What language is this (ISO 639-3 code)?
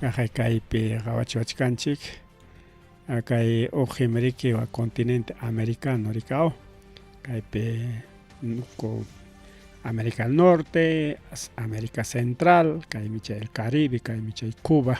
quy